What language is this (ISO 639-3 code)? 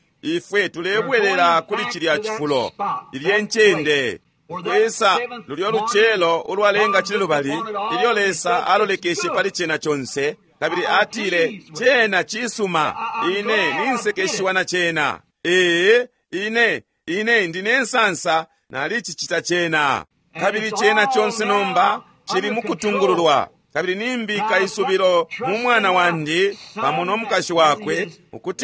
bem